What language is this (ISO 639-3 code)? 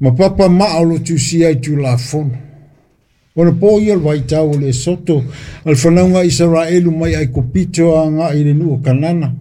smo